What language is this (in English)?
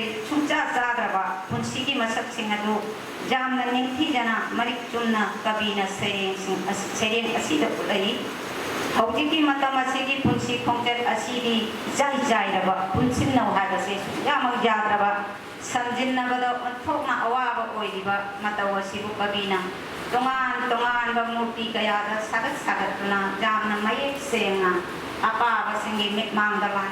Manipuri